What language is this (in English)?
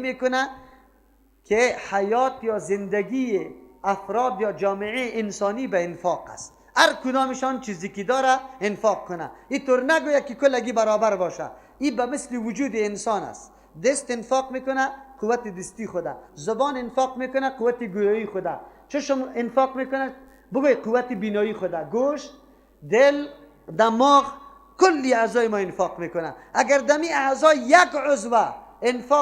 Persian